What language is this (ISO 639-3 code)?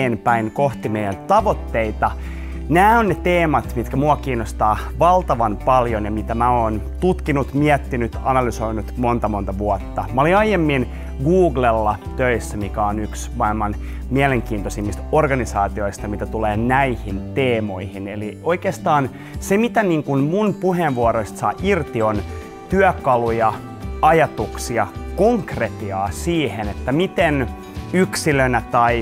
fin